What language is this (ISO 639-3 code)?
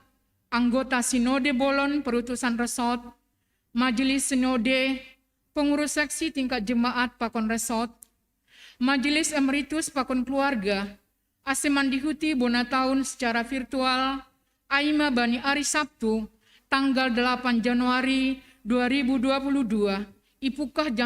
bts